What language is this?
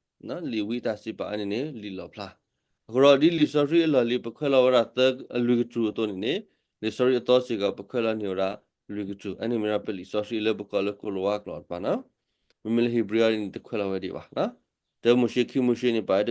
S'gaw Karen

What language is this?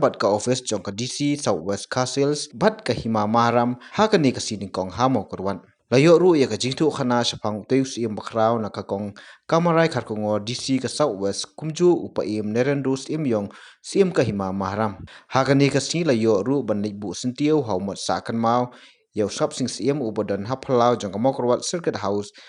Khasi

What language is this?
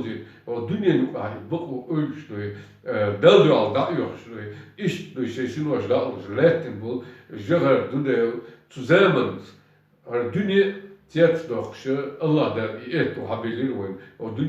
Chechen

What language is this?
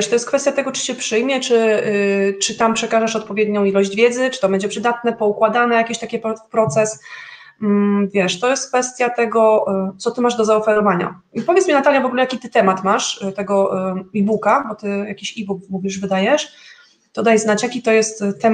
Polish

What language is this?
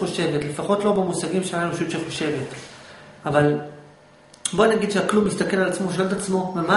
Hebrew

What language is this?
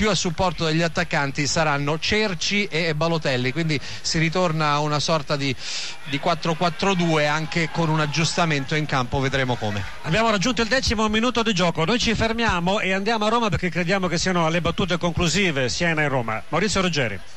Italian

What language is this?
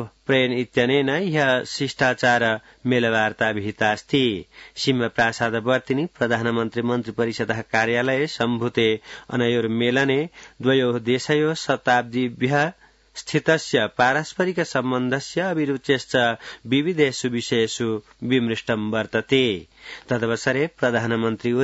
Sanskrit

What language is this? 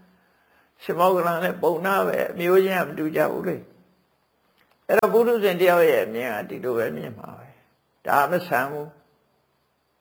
Burmese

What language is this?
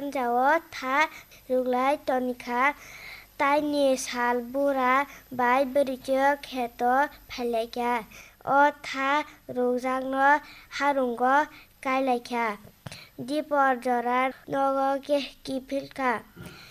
Kok Borok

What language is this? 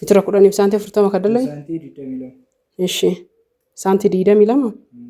Oromo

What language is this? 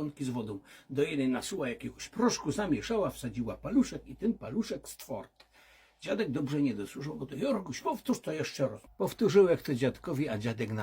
Silesian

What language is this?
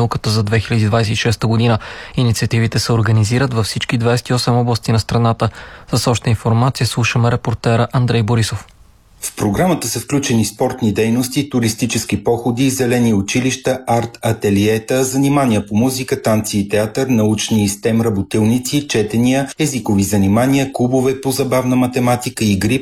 Bulgarian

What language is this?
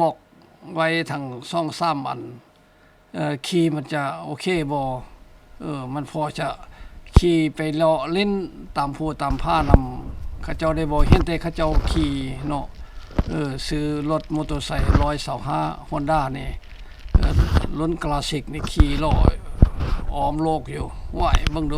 Lao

